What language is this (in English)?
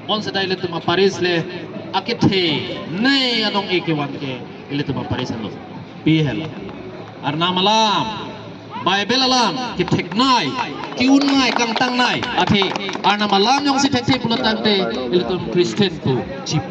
Karbi